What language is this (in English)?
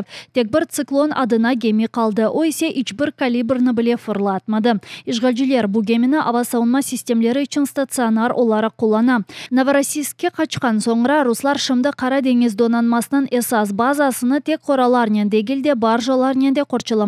Crimean Tatar